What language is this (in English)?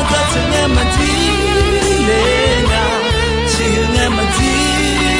Akha